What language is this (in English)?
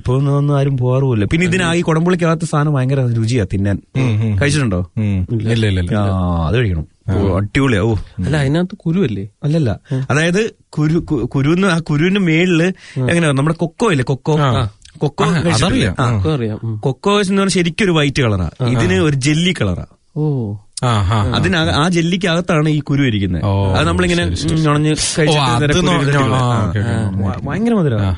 Malayalam